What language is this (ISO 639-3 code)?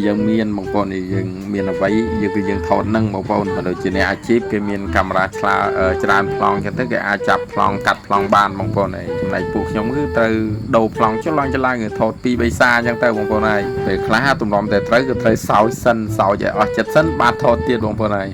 khm